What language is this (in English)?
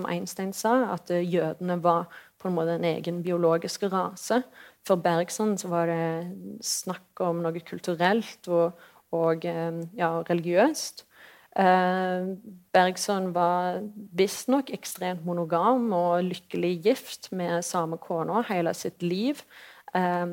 Norwegian